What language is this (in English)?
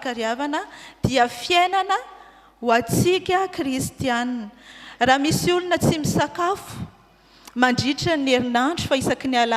Malagasy